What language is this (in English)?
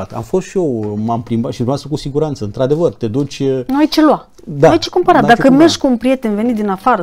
Romanian